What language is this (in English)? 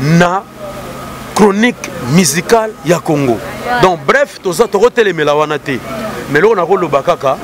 Lingala